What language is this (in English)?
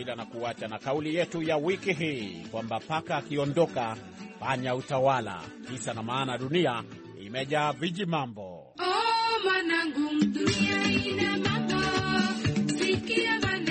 Swahili